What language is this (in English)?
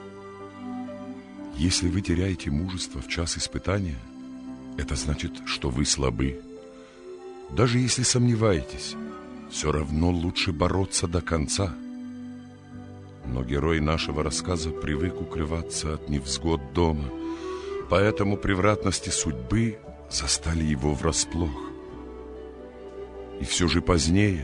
Russian